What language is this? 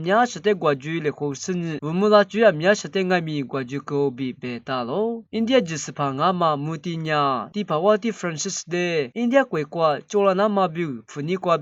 Lisu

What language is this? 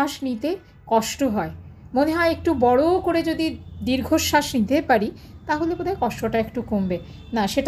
Bangla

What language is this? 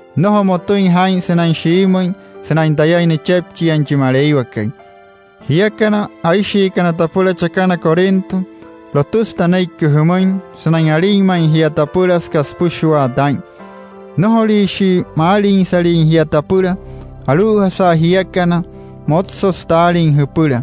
Wayuu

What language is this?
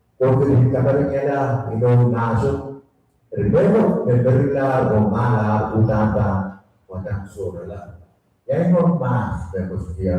Pohnpeian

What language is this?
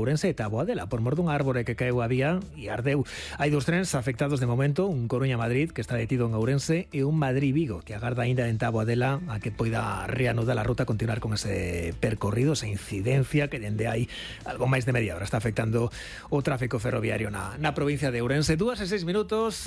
Galician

